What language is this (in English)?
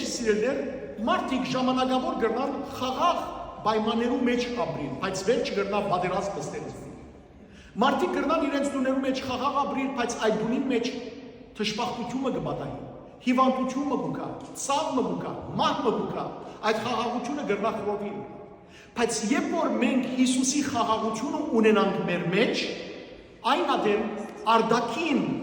Western Armenian